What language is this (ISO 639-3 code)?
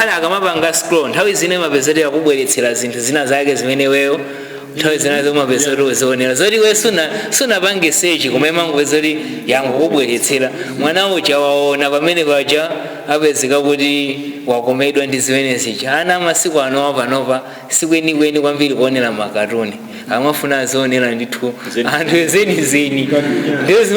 nya